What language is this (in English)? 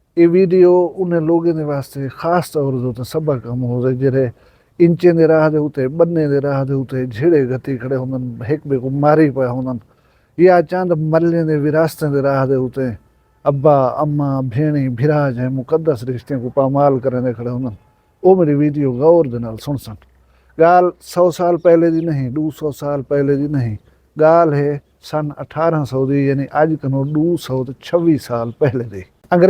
Saraiki